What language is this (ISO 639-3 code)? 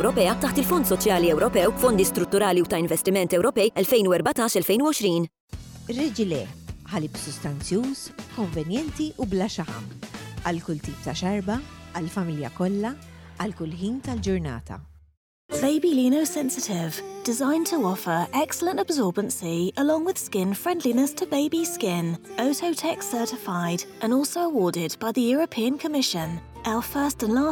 mlt